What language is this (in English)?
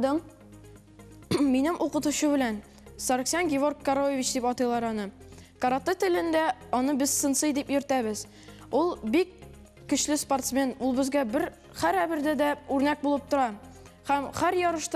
Tatar